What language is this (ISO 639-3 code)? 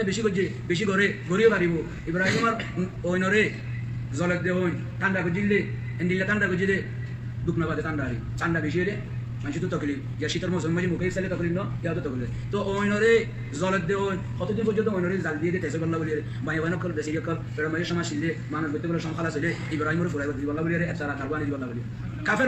rhg